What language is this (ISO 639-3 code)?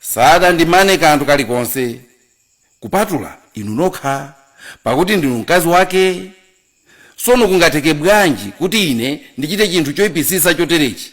nya